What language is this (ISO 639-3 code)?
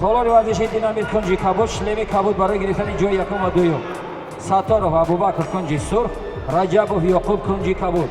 tgk